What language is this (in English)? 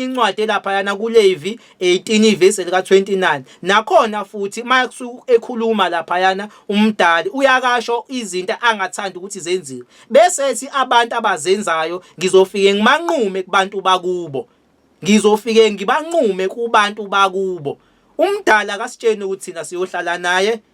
Zulu